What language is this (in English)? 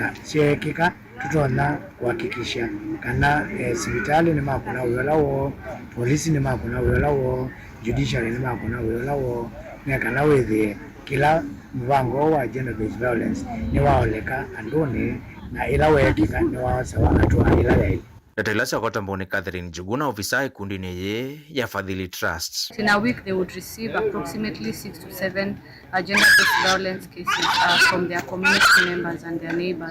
Kamba